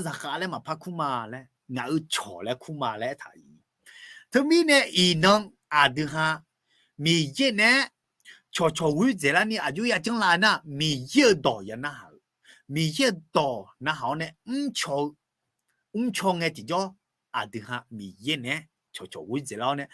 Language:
Akha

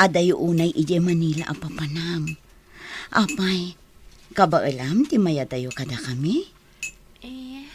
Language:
Iloko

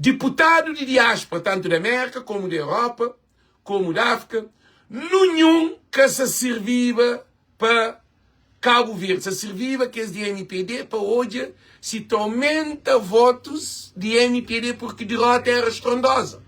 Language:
Kabuverdianu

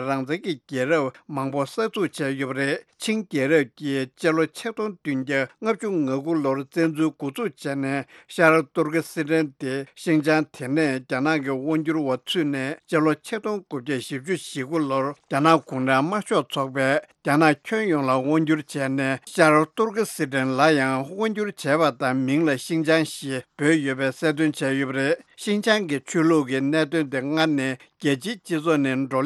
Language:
Tibetan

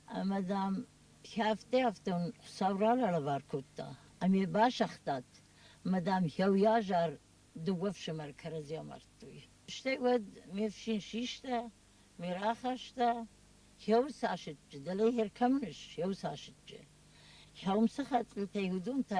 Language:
Ossetic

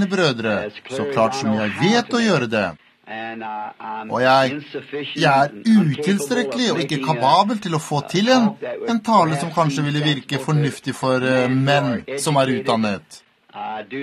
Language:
Norwegian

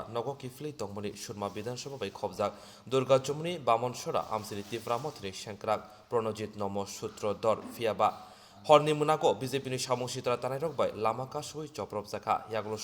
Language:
Kok Borok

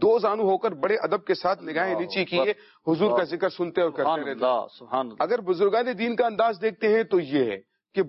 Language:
Urdu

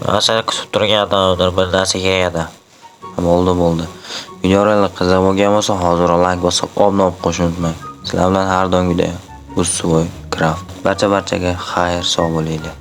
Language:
Uzbek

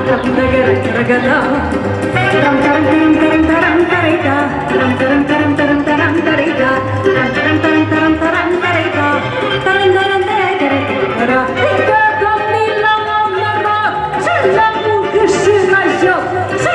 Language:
Romanian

